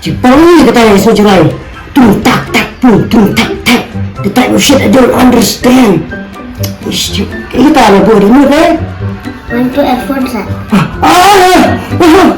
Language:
Khasi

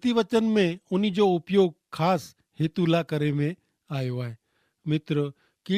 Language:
Kachhi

